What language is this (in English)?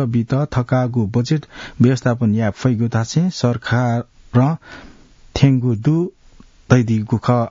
Newari